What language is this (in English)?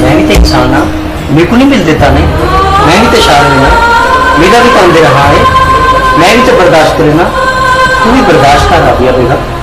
Saraiki